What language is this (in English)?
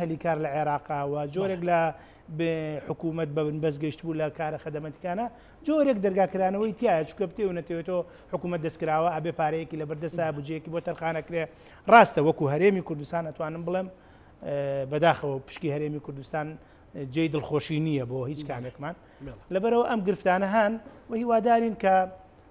Central Kurdish